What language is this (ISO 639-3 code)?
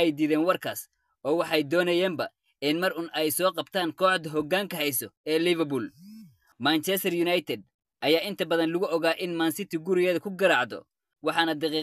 som